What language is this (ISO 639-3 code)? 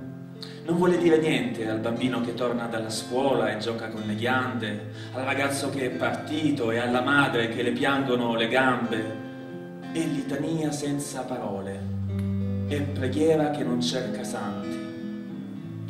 ita